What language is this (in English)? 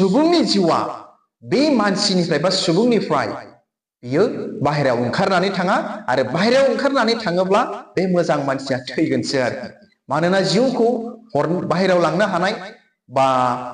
Bodo